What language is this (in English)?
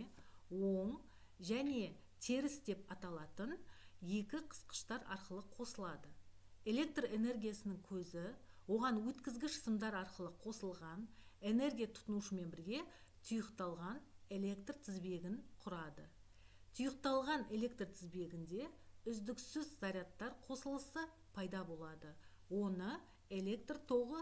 Kazakh